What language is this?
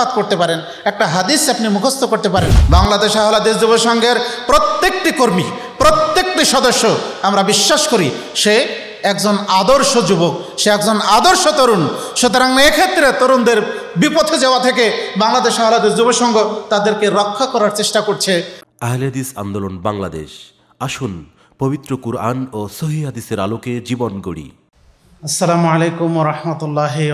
Bangla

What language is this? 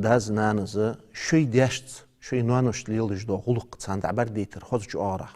Ingush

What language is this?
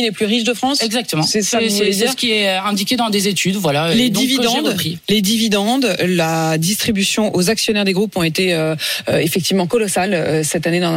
French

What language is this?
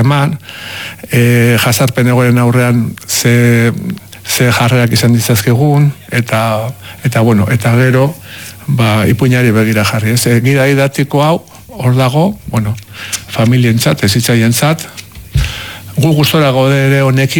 Basque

